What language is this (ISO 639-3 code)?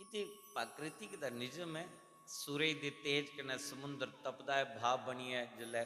doi